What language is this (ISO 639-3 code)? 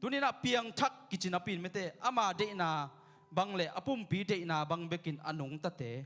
ctd